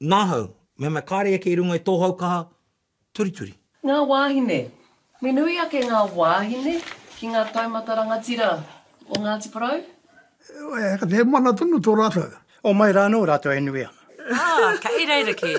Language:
Māori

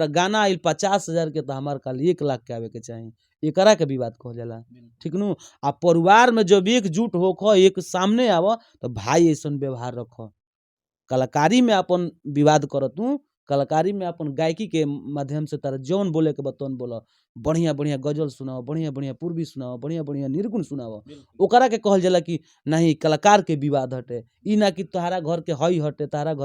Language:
Bhojpuri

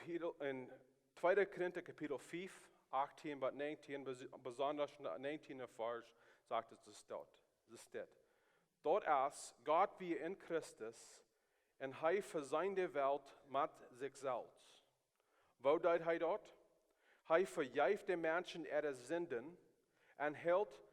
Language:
Plautdietsch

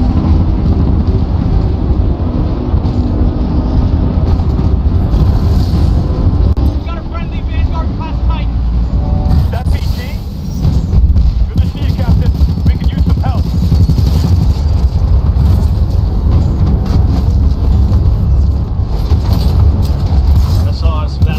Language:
English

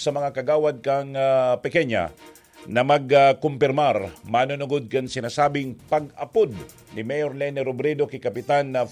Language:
Bikol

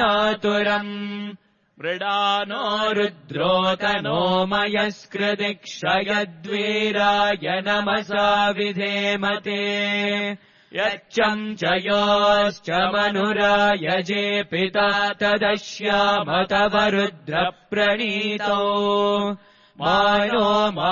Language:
Sanskrit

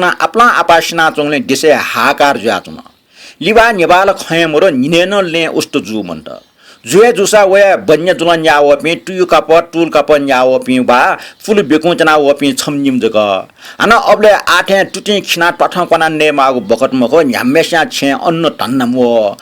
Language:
Newari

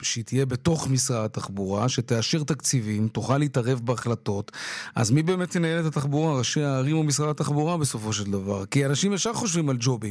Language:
Hebrew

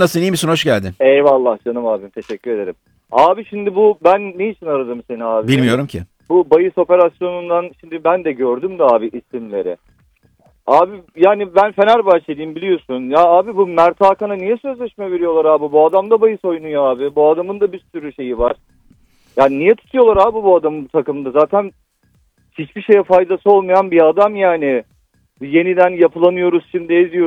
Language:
Turkish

